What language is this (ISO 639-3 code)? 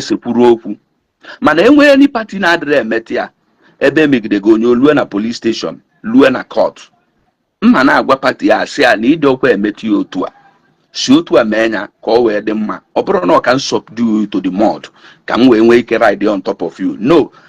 ibo